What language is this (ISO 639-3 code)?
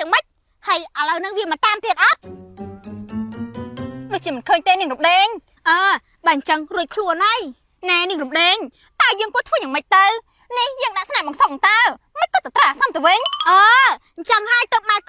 khm